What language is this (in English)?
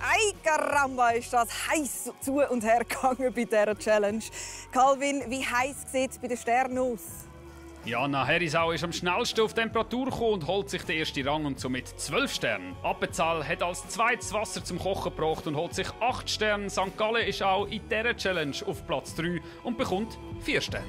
Swiss German